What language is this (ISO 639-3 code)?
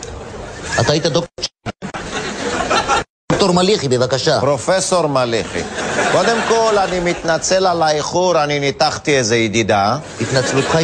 heb